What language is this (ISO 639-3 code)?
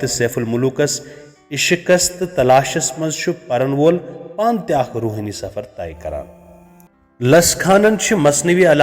kas